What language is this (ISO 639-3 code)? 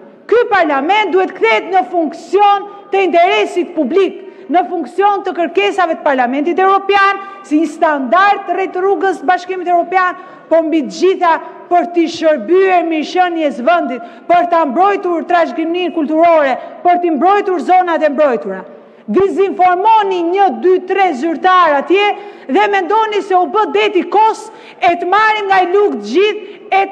sqi